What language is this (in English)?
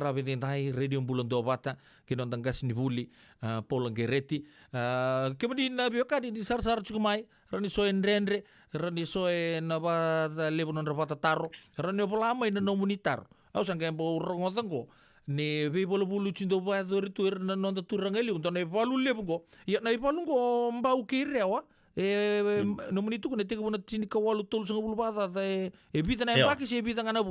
Fijian